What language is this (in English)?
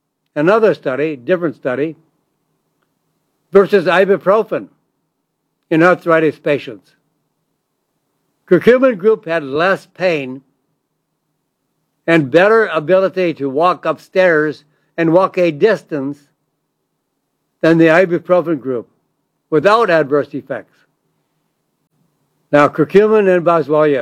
English